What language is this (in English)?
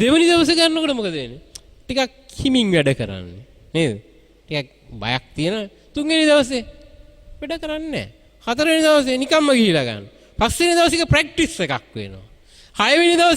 Sinhala